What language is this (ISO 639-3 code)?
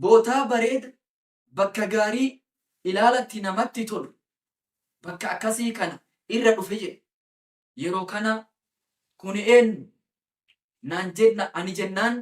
orm